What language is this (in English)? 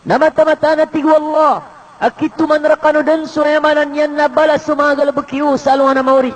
Maranao